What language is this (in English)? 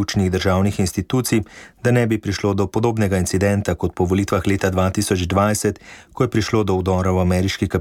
Slovenian